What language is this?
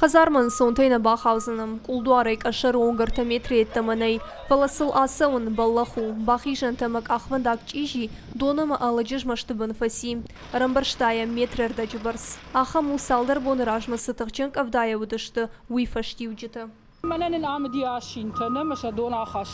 Ossetic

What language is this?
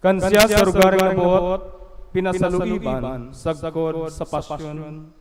Bikol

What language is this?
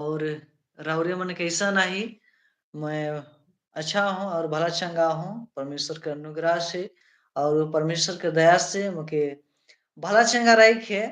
Sadri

